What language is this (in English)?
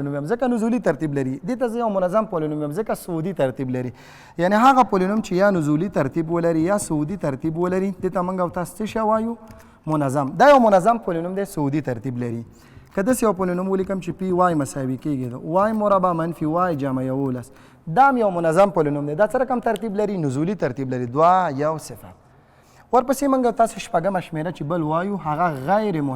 Pashto